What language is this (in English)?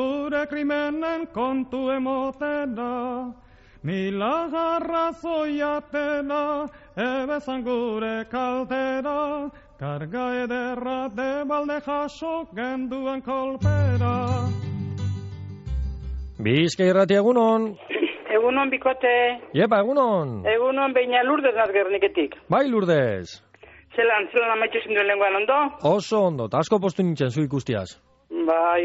Basque